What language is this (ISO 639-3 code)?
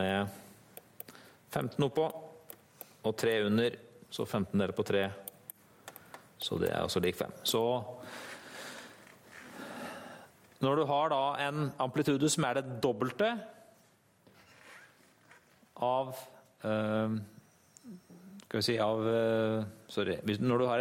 nor